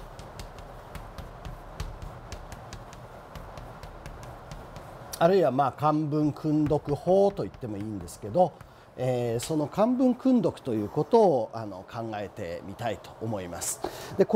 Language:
Japanese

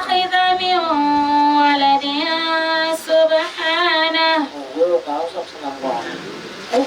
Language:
Dagbani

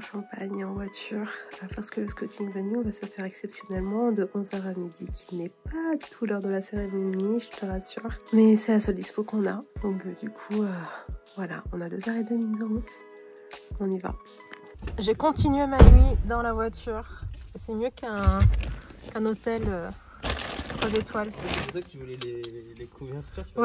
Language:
French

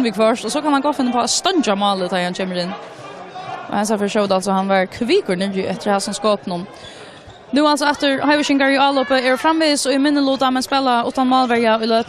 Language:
Faroese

